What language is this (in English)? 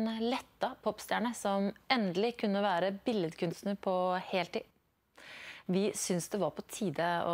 Norwegian